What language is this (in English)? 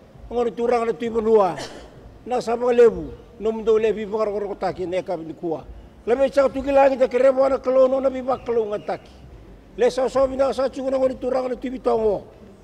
Fijian